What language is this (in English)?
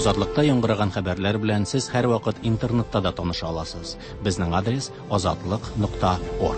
Tatar